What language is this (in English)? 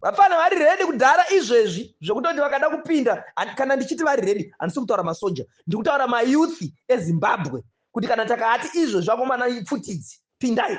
Shona